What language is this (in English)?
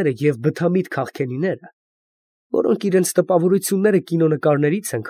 Armenian